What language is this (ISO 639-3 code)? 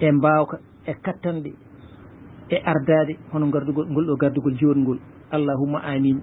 ful